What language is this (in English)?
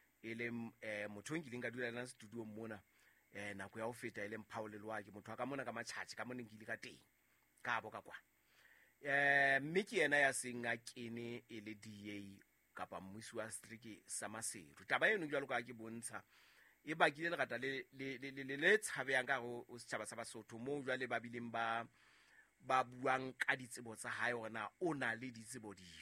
Southern Sotho